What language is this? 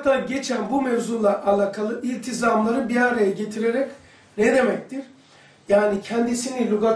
Turkish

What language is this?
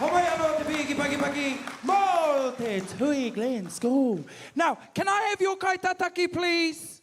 Māori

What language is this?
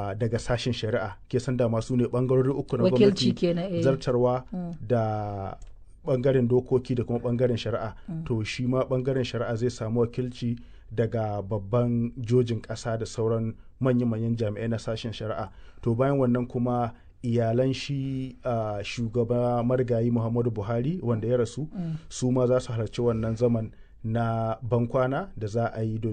Hausa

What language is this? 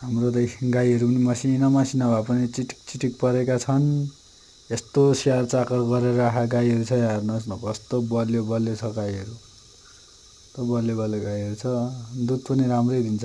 Nepali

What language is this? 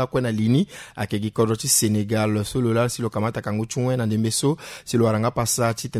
Sango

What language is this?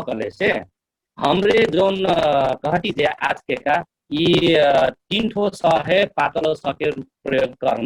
Dangaura Tharu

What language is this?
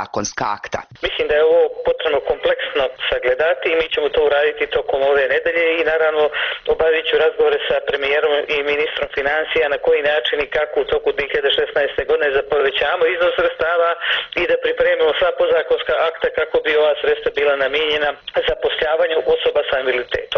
Bosnian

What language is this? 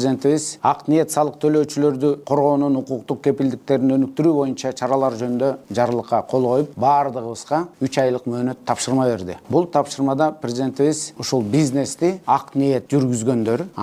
Kyrgyz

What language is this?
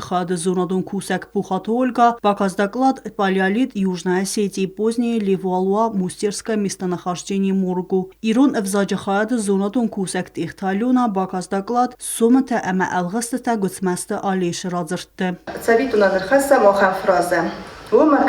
Ossetic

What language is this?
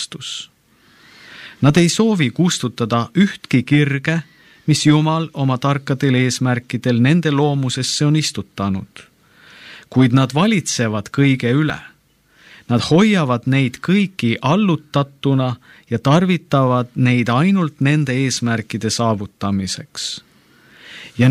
Estonian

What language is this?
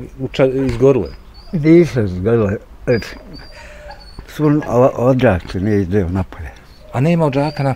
Bosnian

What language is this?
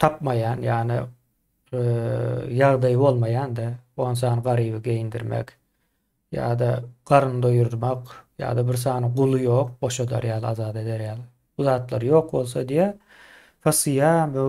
Turkmen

